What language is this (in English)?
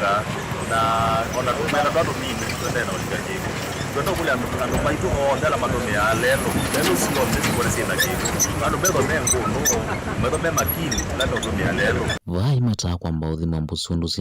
Kamba